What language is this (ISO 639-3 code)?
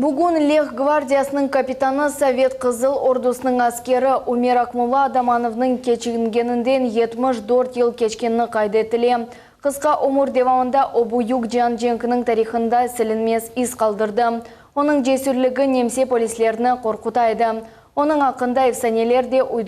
crh